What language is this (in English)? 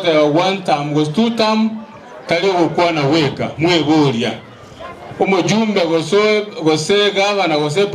Gusii